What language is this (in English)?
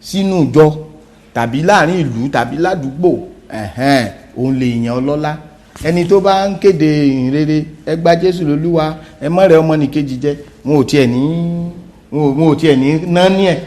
Yoruba